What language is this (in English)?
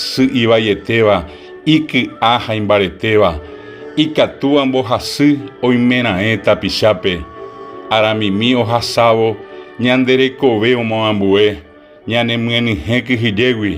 Guarani